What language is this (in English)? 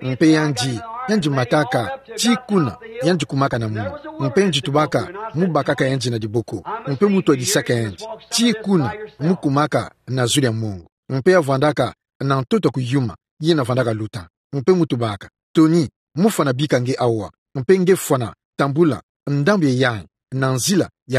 Kituba (Democratic Republic of Congo)